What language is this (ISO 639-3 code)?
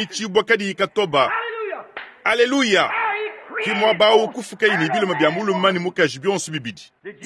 lua